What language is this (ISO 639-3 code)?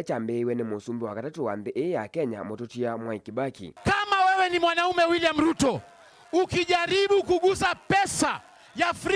kam